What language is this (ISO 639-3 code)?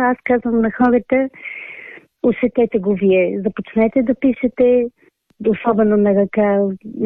bul